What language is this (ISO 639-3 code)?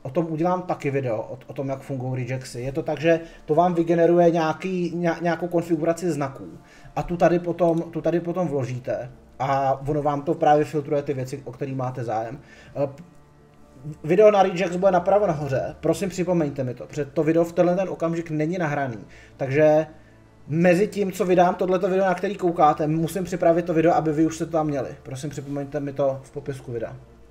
ces